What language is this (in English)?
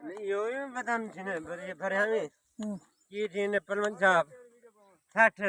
Saraiki